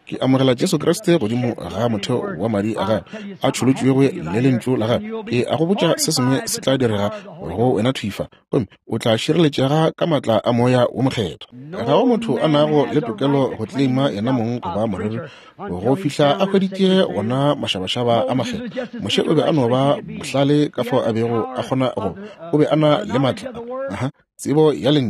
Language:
Northern Sotho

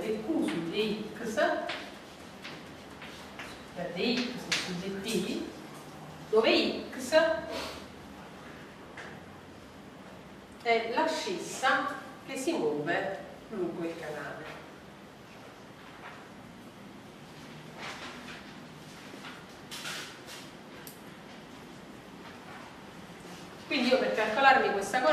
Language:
Italian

